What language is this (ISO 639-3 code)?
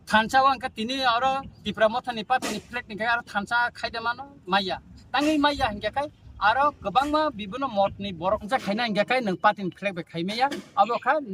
trp